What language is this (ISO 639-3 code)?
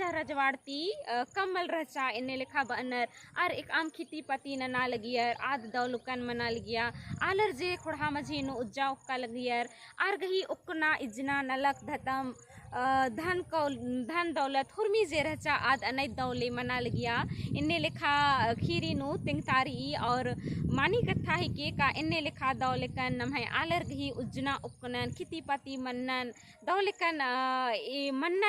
kru